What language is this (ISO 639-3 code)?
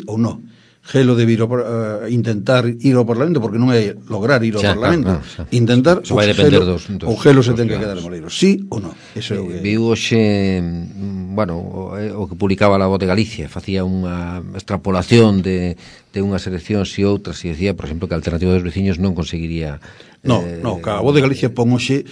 glg